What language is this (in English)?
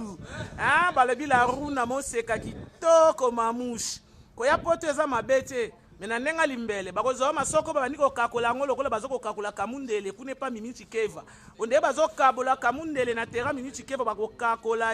Lingala